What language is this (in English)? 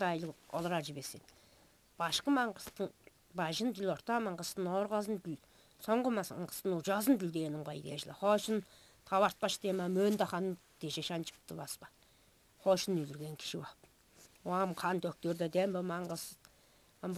Tuvinian